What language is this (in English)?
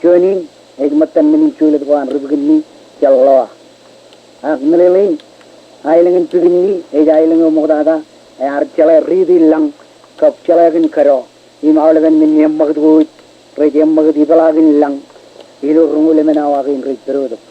Marshallese